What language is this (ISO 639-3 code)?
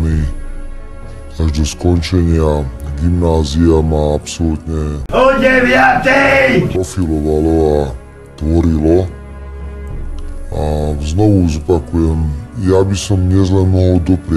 slk